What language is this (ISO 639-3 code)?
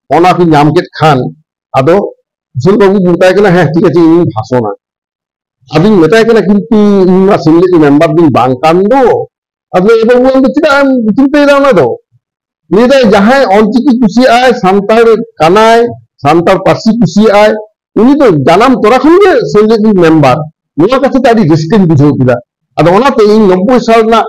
sat